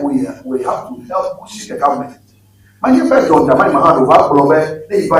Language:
Ewe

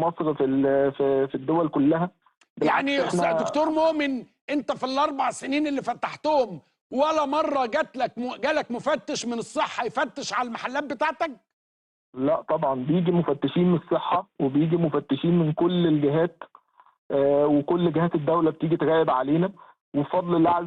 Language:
Egyptian Arabic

